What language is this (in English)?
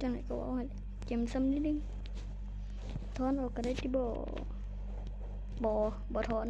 Lao